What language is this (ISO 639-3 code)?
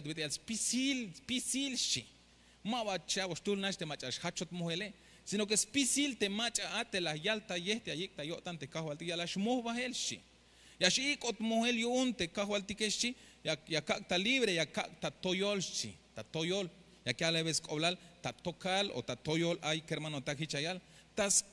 tzh